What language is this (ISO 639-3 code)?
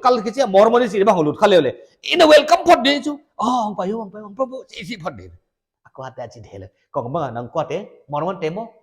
pck